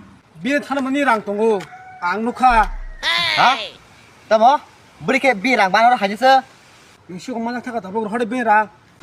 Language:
Kok Borok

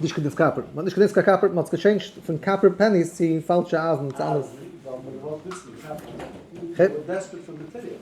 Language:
Yiddish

